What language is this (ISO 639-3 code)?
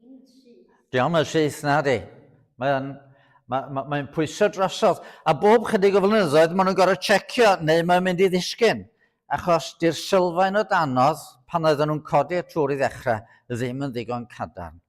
cym